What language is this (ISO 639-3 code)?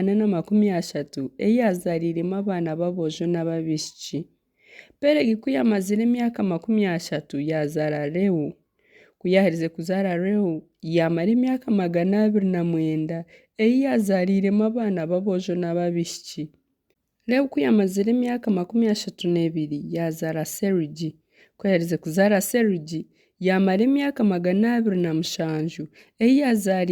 nyn